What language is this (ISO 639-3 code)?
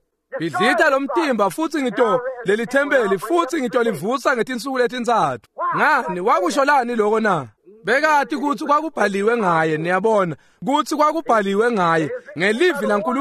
ssw